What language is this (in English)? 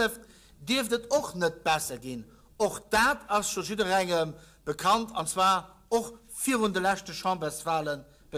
Luxembourgish